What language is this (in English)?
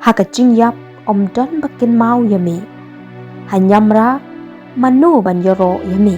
Khasi